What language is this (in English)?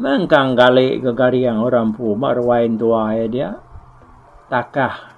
Iban